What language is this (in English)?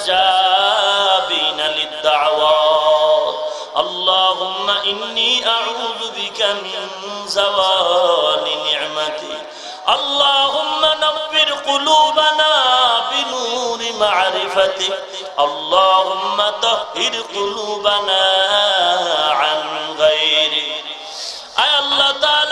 Bangla